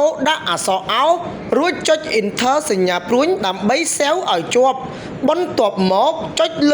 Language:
Khmer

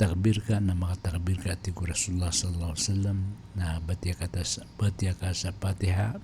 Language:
Maranao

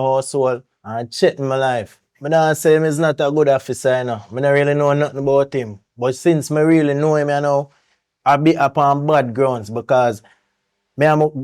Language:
Jamaican Creole English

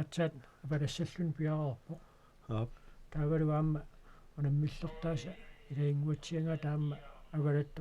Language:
Kalaallisut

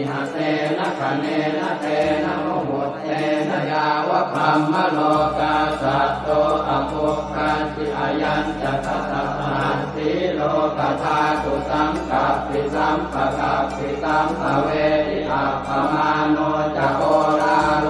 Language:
Pali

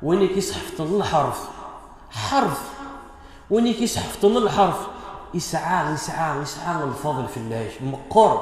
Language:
Kabyle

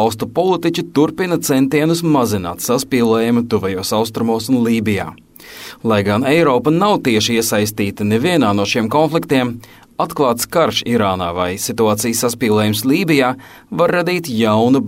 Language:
Latvian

